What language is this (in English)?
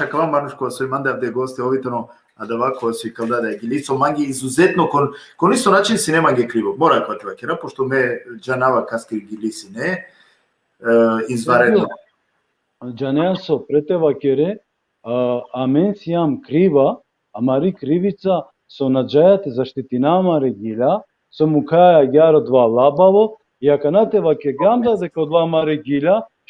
Balkan Romani